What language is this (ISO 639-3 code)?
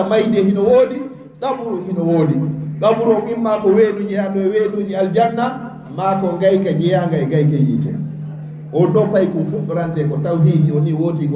ful